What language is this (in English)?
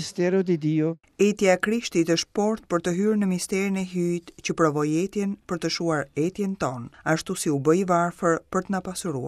Albanian